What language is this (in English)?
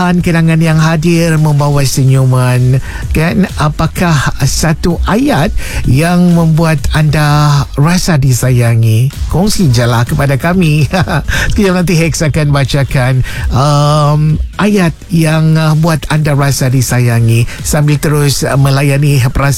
Malay